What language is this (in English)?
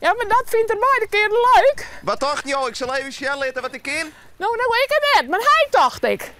Western Frisian